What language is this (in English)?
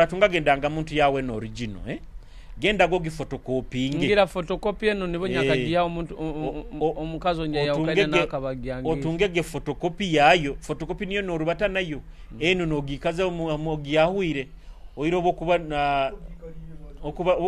Nyoro